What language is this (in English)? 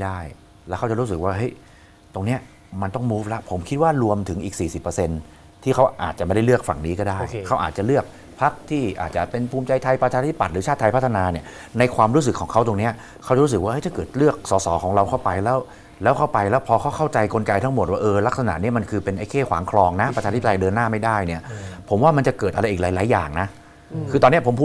Thai